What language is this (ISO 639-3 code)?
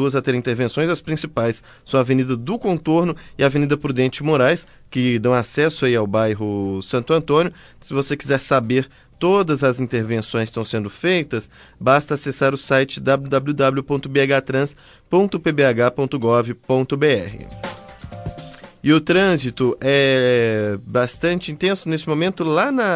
por